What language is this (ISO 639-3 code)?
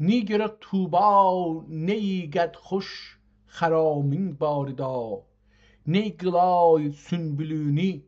azb